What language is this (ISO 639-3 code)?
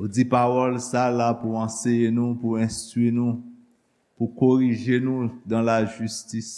hat